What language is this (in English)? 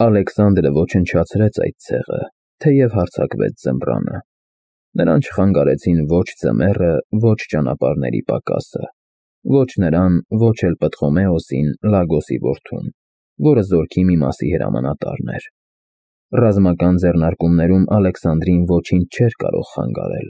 Armenian